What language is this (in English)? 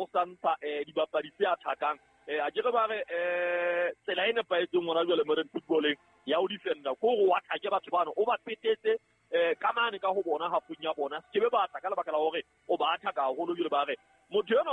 Southern Sotho